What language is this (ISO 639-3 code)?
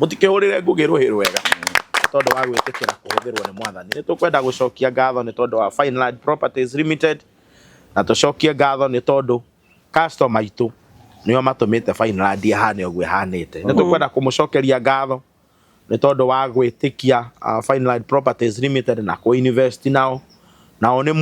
kik